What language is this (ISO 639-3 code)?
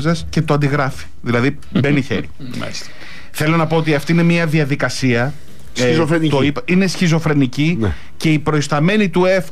ell